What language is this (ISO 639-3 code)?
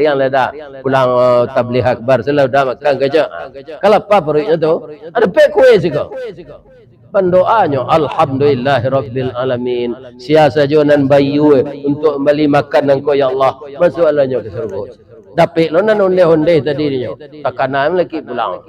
min